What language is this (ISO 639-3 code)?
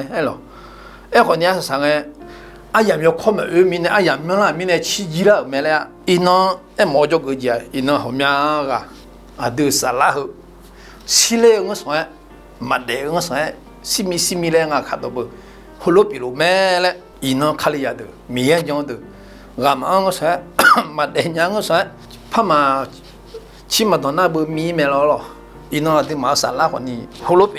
ahk